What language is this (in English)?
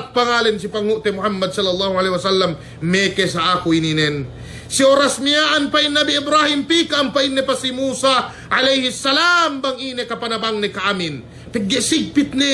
Yakan